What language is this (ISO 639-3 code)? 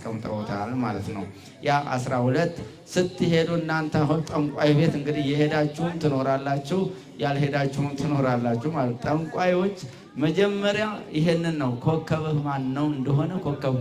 amh